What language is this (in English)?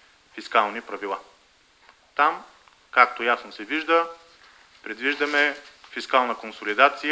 Bulgarian